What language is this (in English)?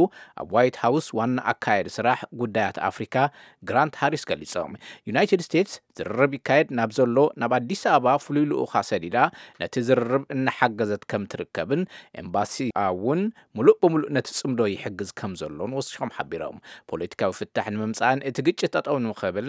Tigrinya